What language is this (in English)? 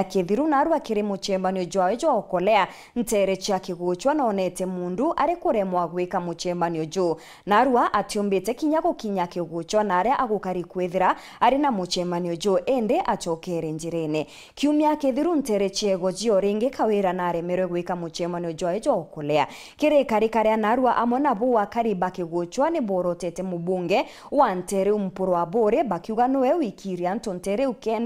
Meru